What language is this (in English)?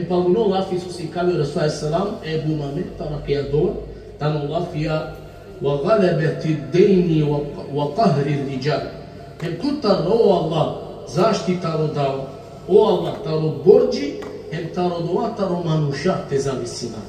Balkan Romani